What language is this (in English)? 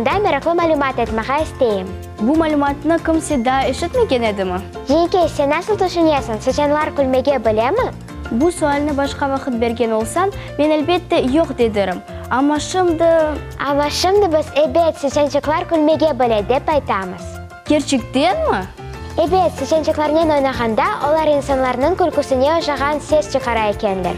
Crimean Tatar